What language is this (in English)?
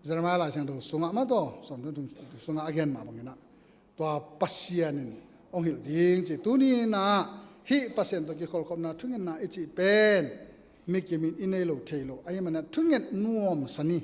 Tedim Chin